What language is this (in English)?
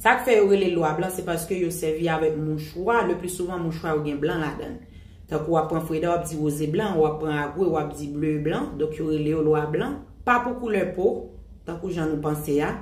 Haitian Creole